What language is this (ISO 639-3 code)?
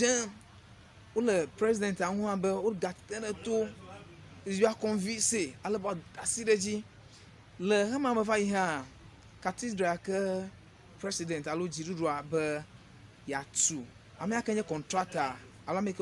ewe